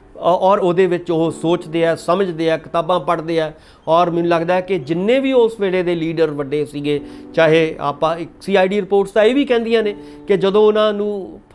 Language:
Punjabi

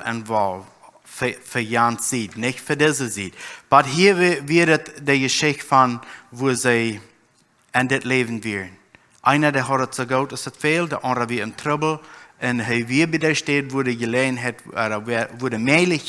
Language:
Plautdietsch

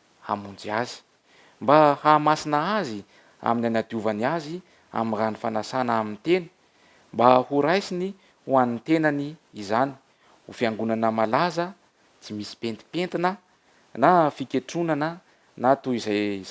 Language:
Malagasy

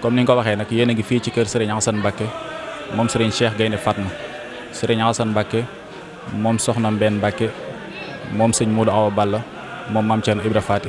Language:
Wolof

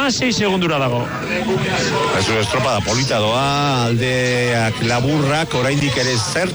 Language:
Basque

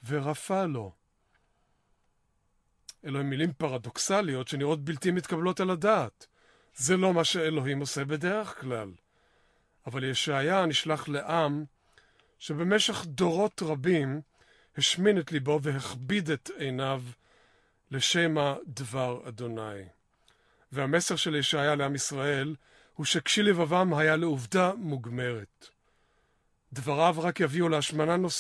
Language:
Hebrew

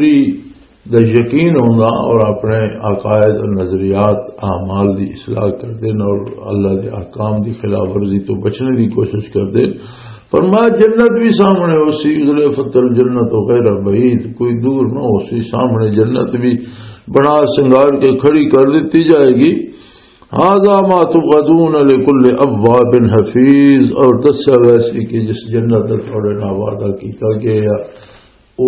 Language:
Western Panjabi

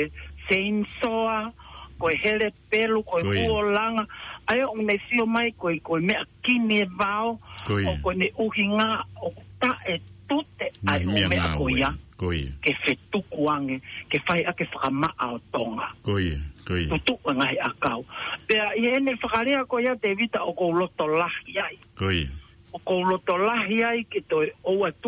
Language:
Tongan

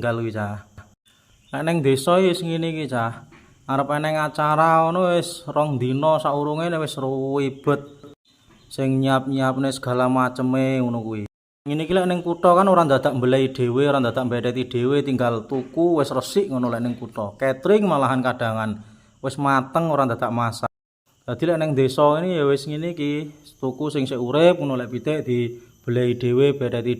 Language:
Javanese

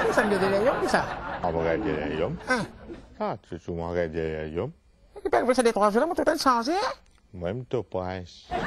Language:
Morisyen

